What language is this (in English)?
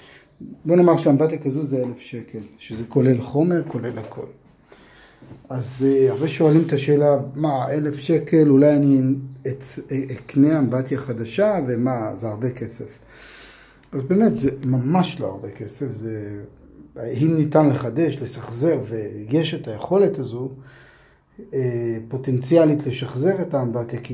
Hebrew